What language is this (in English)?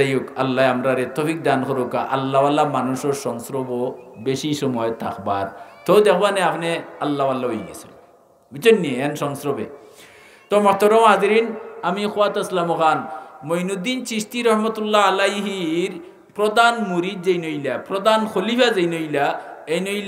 Sylheti